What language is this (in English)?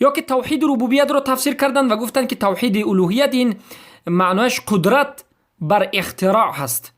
Persian